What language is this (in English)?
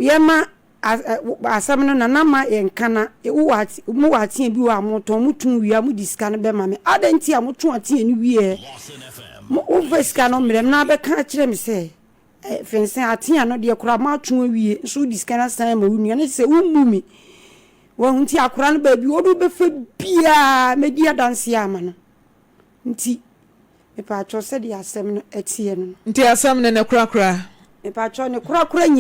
Akan